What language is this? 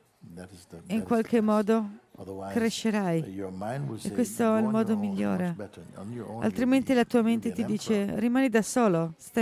Italian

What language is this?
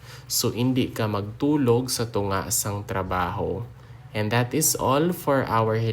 Hiligaynon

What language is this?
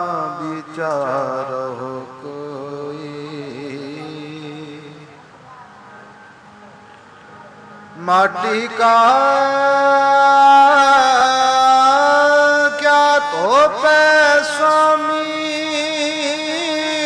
Punjabi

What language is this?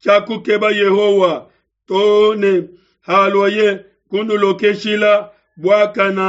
Luba-Lulua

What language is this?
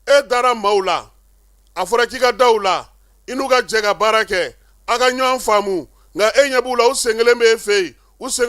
Bambara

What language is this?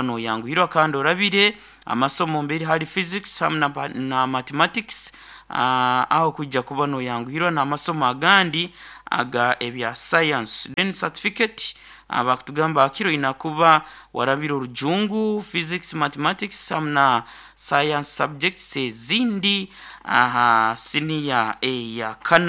Nyoro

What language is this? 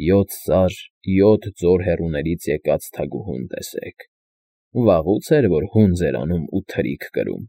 Armenian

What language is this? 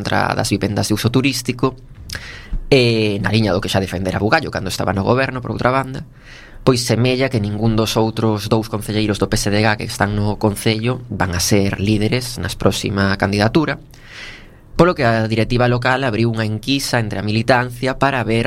Galician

